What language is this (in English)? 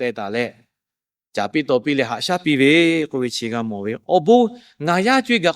Lahu